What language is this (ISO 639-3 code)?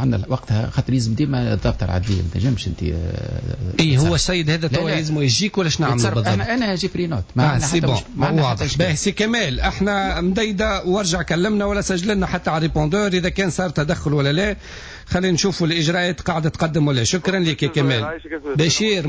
aeb